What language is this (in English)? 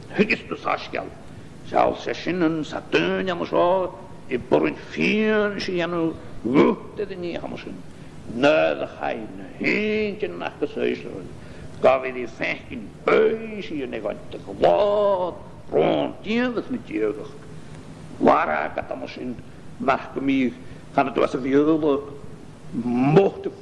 Scottish Gaelic